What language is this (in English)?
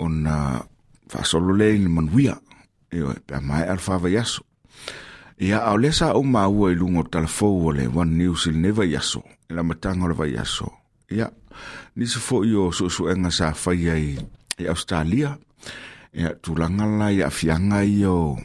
Samoan